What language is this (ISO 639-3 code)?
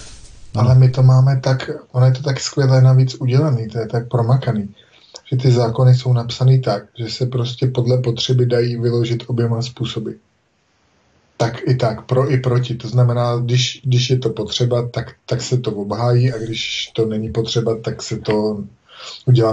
ces